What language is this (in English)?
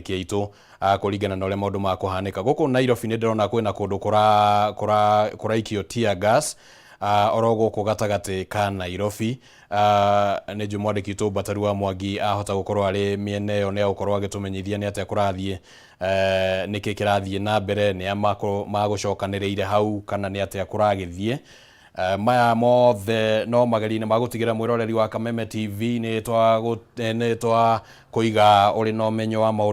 Kikuyu